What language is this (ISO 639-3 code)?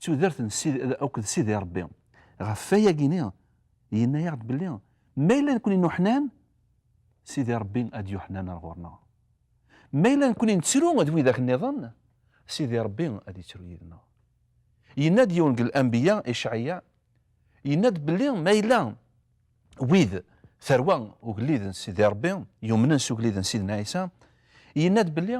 kab